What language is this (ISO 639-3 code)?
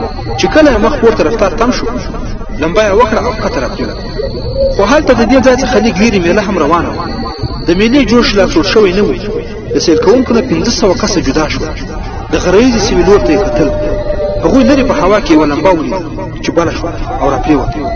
pus